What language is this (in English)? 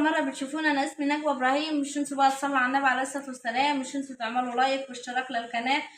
Egyptian Arabic